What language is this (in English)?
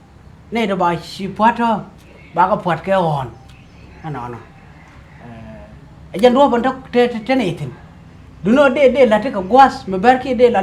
Nuer